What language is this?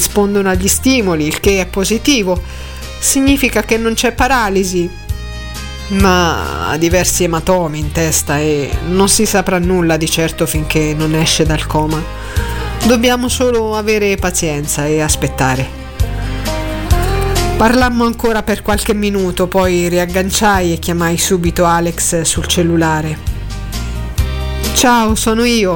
Italian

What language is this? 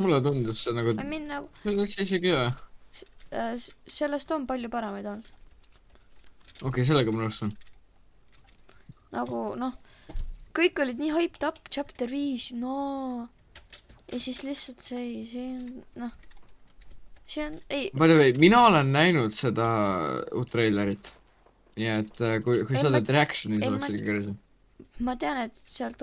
Estonian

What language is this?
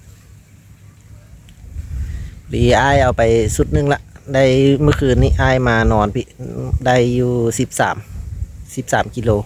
Lao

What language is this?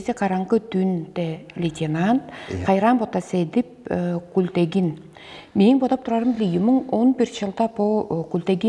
Tuvinian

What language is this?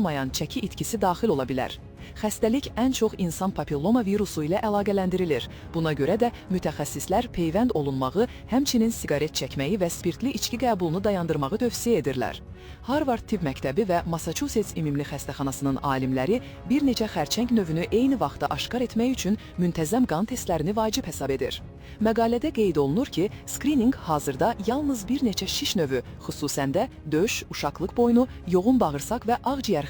Azerbaijani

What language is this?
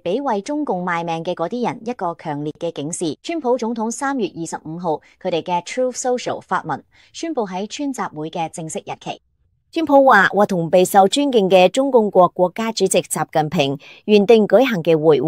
Cantonese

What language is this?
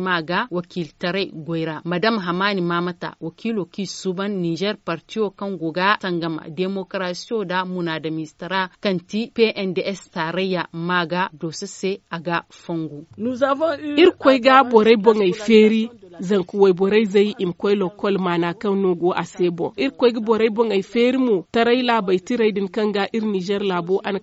Zarma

